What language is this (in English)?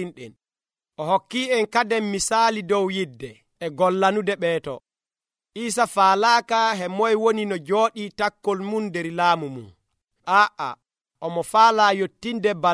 Nigerian Fulfulde